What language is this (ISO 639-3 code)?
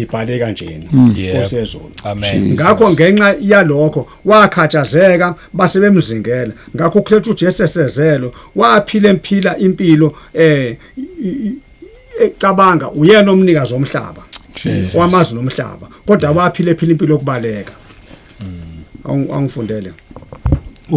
zul